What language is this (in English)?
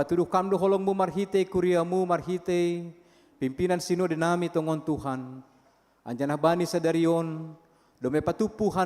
Batak Simalungun